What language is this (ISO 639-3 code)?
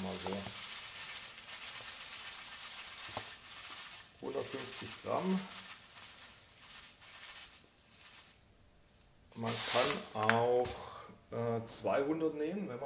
deu